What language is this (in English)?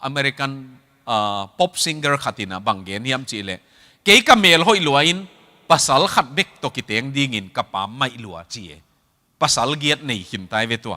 Tedim Chin